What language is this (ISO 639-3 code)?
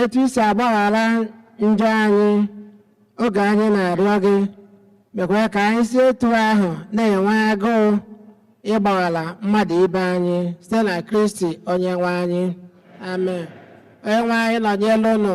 ibo